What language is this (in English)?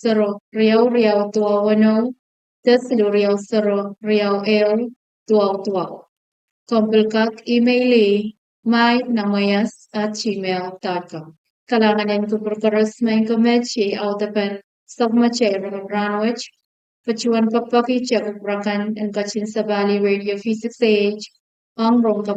Pohnpeian